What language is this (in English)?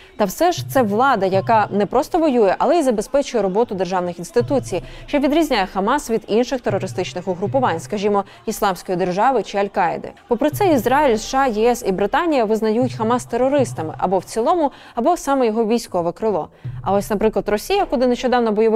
Ukrainian